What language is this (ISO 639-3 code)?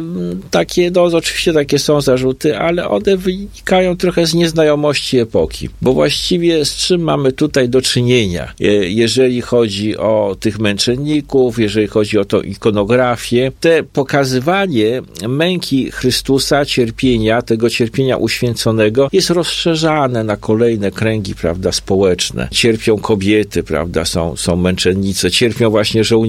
pol